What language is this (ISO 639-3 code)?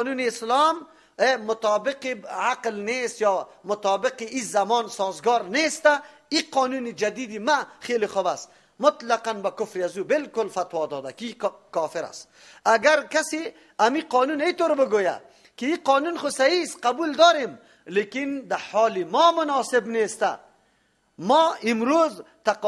fas